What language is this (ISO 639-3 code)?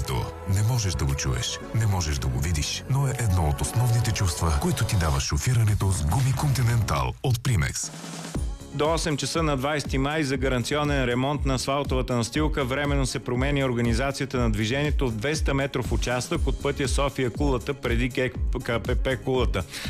bul